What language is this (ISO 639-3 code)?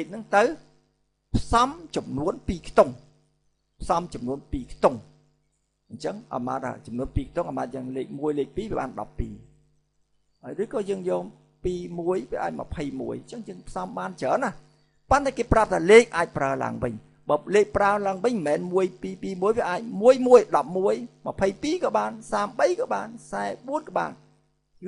khm